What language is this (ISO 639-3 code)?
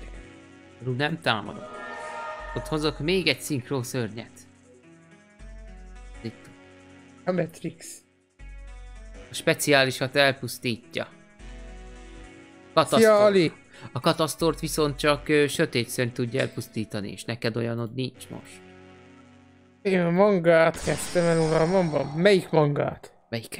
hun